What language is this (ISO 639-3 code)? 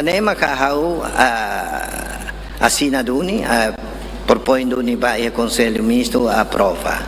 tet